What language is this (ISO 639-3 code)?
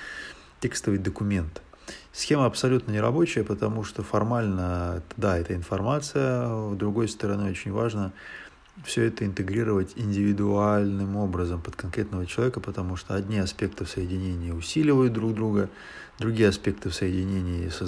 rus